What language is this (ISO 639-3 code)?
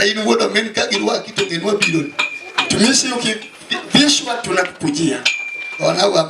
luo